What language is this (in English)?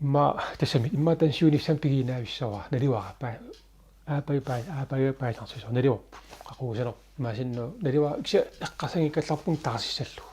Kalaallisut